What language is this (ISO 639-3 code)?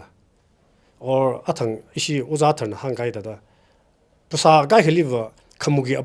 nmf